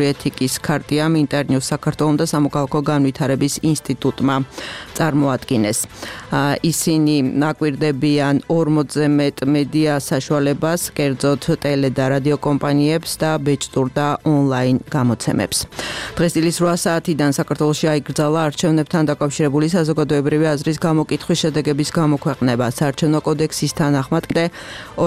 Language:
Georgian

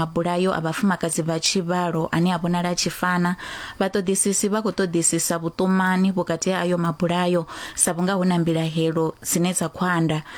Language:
Venda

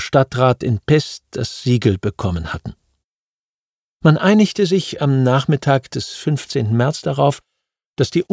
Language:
German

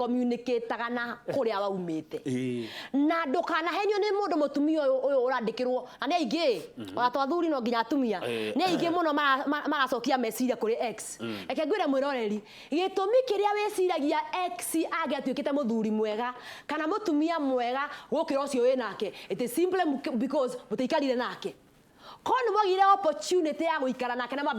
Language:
Kikuyu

